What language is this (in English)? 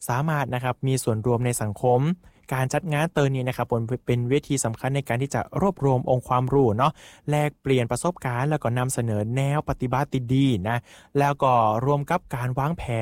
Thai